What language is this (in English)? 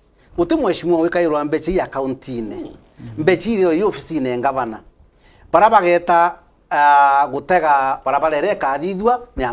Meru